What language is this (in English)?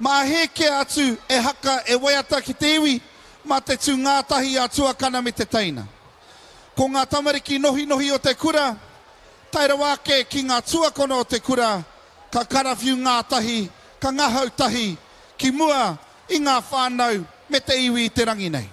Māori